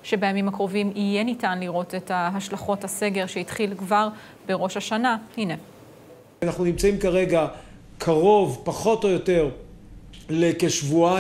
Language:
Hebrew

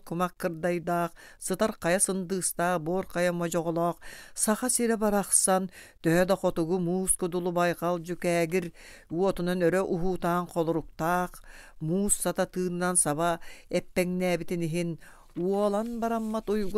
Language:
Yakut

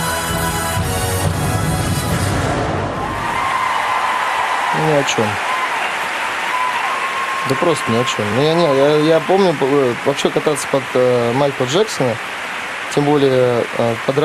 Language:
Russian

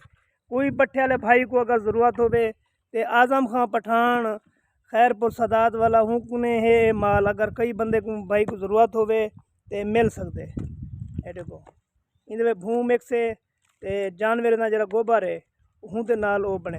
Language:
Saraiki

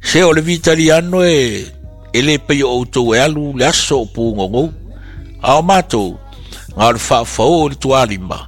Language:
Samoan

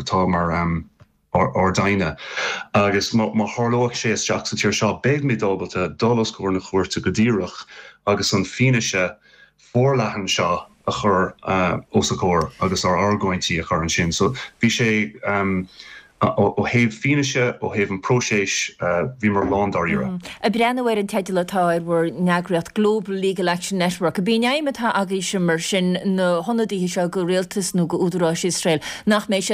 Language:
Irish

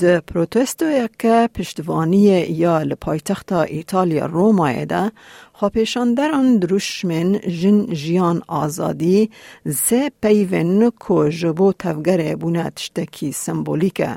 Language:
Kurdish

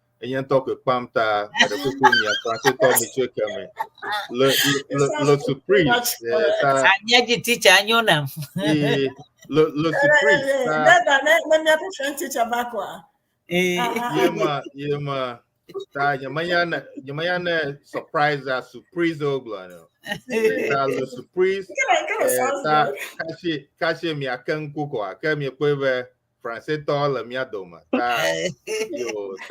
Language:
Ewe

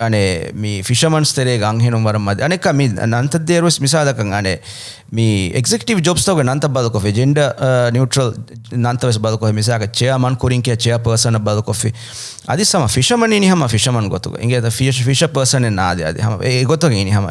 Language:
Divehi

